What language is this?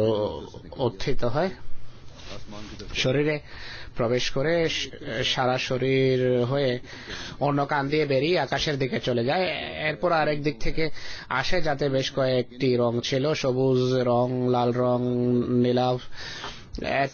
Bangla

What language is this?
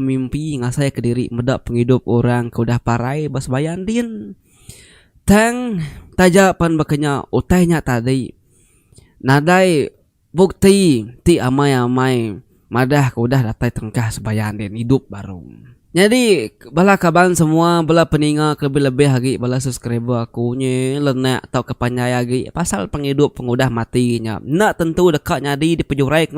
Iban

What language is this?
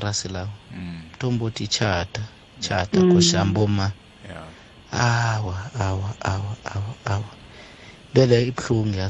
South Ndebele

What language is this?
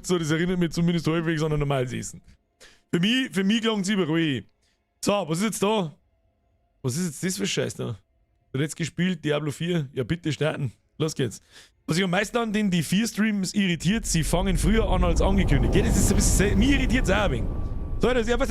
Bavarian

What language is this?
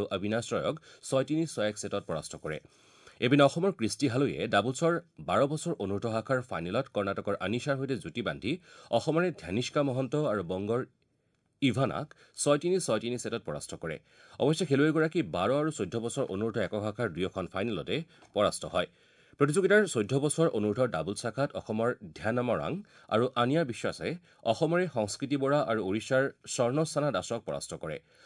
Assamese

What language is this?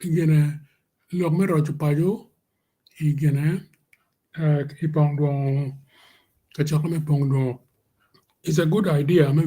Acoli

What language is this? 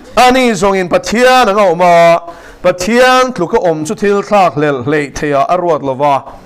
Mizo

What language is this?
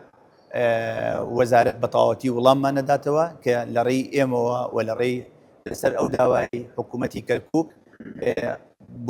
Central Kurdish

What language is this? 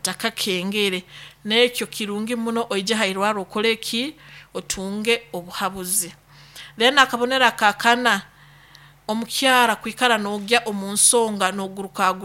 Nyoro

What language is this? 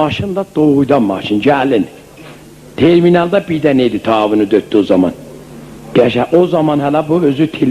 South Azerbaijani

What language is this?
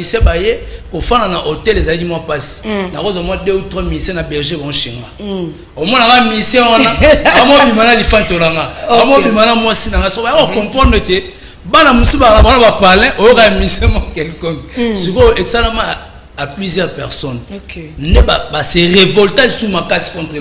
Lingala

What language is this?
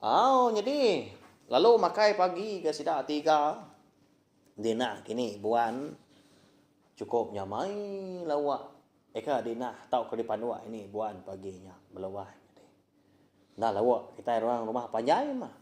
Iban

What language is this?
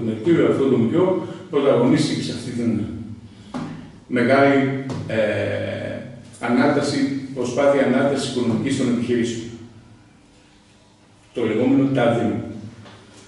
Greek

